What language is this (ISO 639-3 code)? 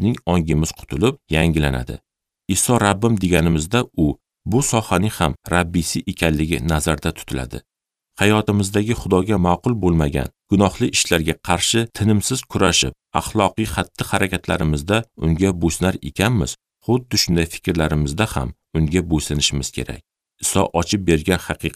uzb